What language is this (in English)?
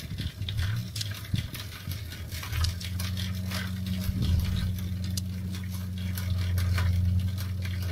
Ukrainian